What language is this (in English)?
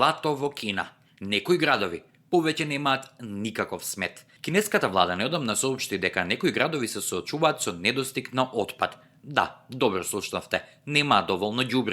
Macedonian